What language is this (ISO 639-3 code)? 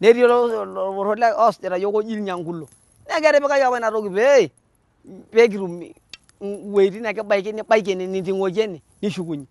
mas